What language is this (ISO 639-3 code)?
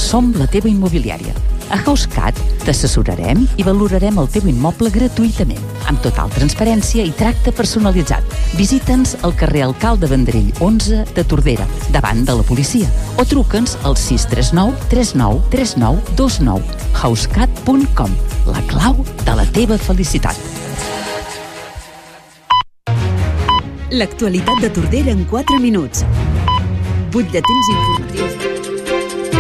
cat